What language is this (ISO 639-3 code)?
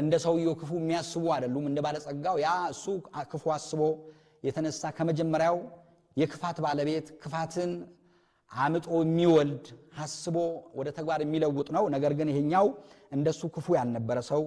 amh